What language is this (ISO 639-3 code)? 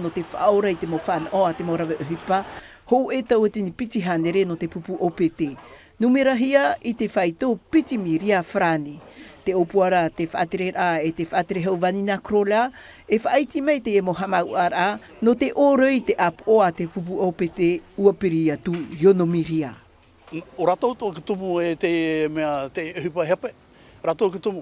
tah